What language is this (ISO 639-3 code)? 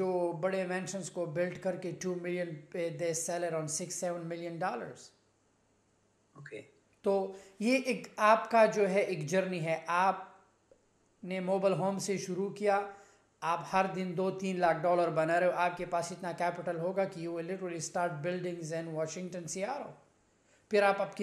hin